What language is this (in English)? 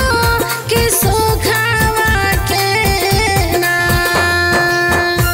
Bhojpuri